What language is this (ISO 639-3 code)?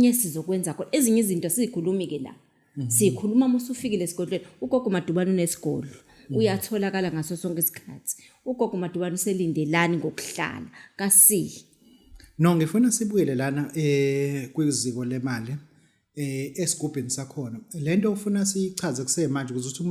zul